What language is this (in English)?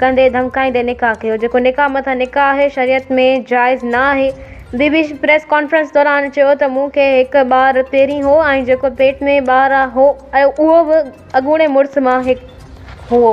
Sindhi